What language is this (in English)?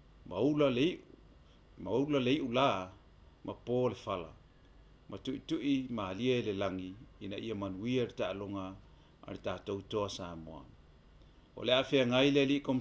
Samoan